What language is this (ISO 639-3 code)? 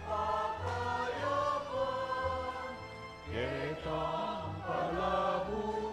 pam